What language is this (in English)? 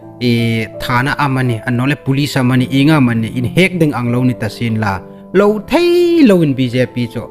Hmar